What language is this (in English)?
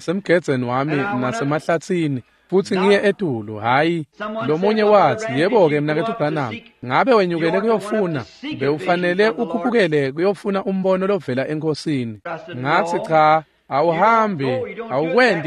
Swati